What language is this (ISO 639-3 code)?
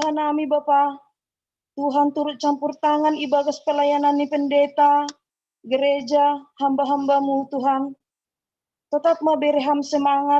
bts